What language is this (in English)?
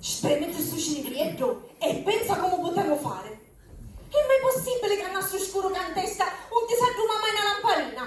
Sicilian